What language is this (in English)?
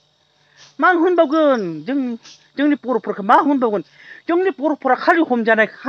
Bodo